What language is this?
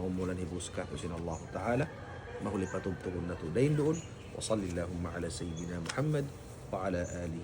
Tausug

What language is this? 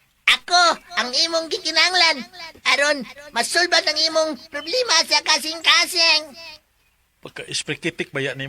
Cebuano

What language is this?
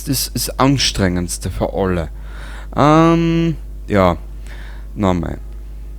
Bavarian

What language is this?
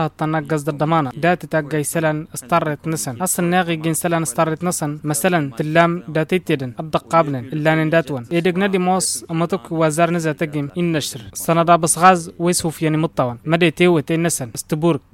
Tamasheq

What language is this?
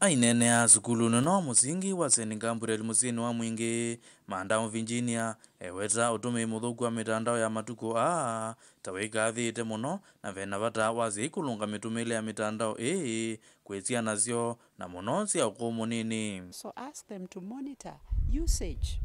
Kamba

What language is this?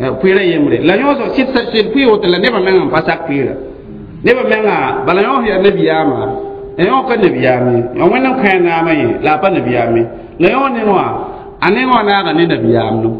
Mossi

